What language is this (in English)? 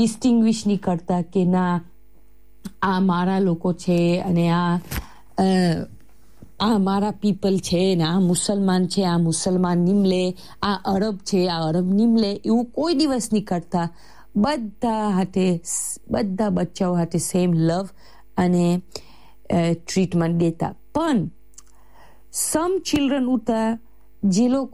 Gujarati